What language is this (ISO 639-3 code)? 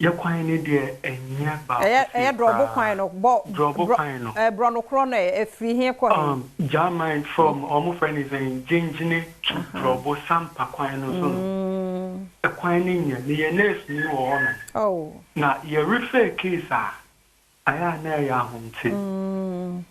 aka